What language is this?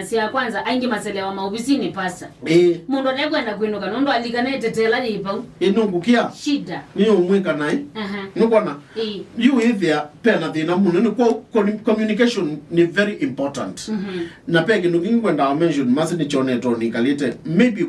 Kamba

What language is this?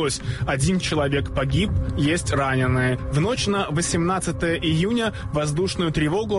Russian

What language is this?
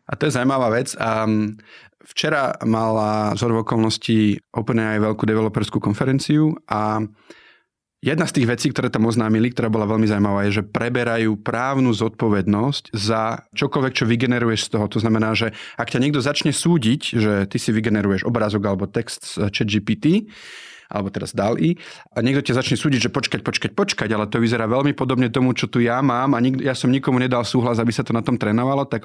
Slovak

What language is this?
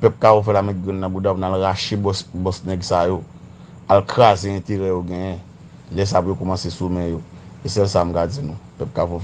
Haitian Creole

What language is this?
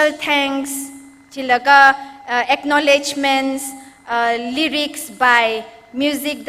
Tangkhul Naga (India)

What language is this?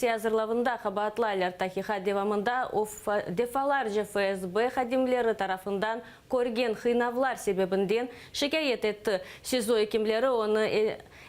Crimean Tatar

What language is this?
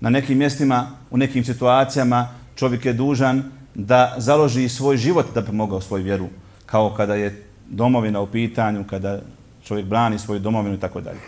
Bosnian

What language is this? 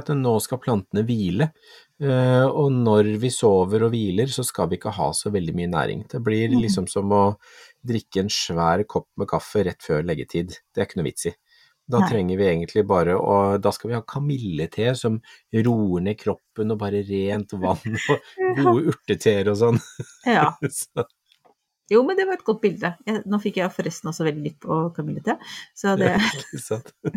Norwegian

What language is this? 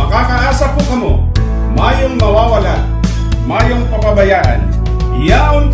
Bikol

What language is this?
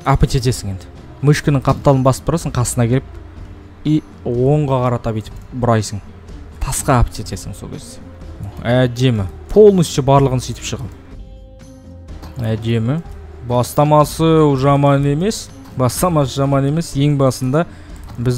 Kazakh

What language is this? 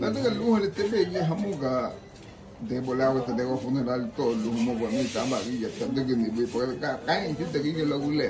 Garifuna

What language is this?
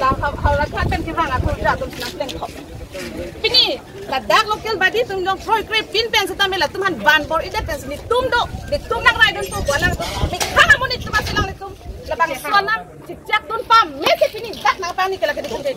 Karbi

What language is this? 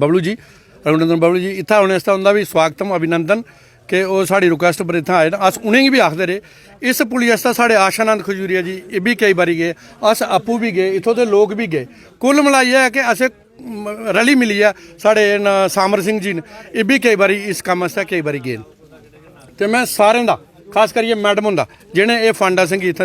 Dogri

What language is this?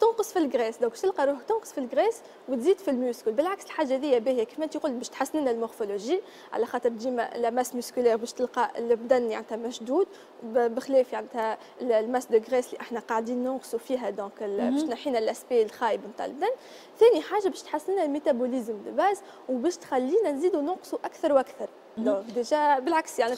Tunisian Arabic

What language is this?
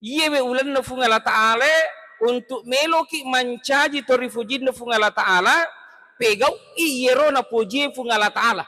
Buginese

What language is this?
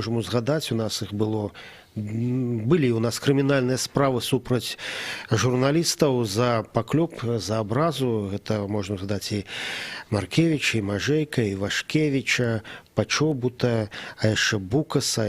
Belarusian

